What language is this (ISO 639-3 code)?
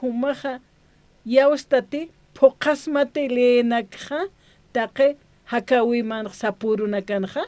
aym